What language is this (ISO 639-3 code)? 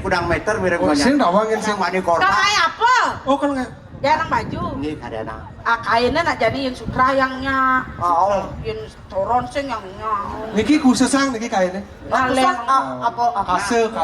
ban